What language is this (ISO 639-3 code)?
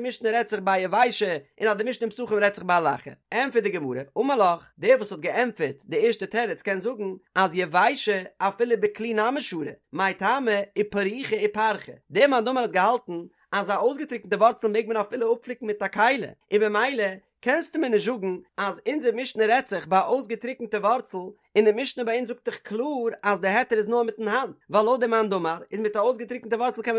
yid